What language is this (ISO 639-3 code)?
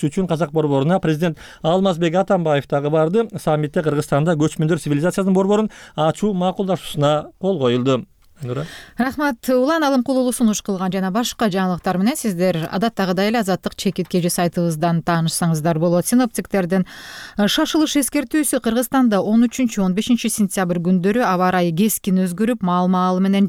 kir